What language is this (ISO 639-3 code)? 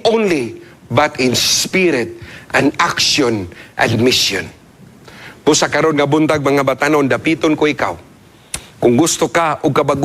ceb